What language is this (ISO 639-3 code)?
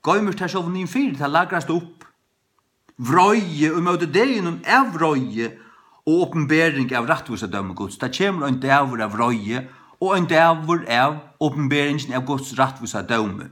fao